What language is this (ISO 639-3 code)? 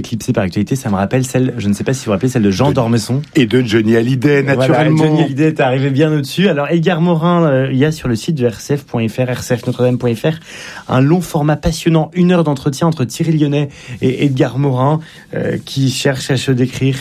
fra